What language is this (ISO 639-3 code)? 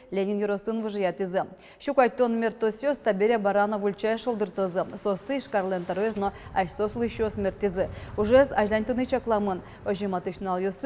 udm